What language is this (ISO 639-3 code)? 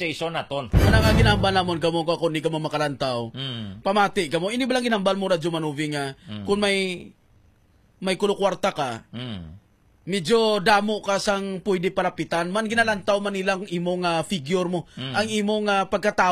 hil